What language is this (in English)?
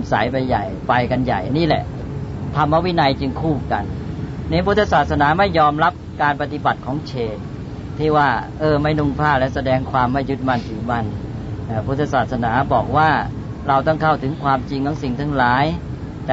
Thai